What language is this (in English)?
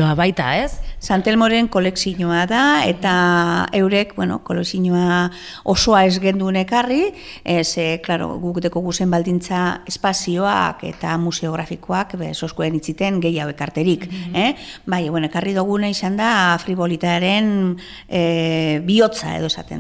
Basque